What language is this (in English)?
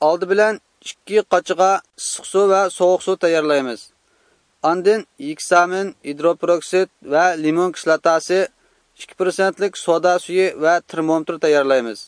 Uyghur